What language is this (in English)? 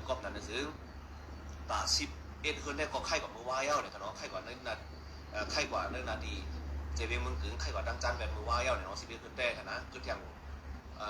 Shan